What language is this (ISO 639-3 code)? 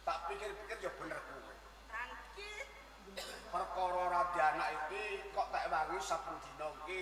jav